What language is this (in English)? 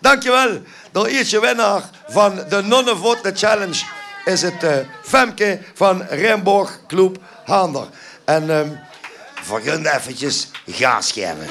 Limburgish